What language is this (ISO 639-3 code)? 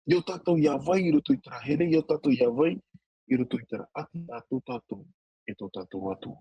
tah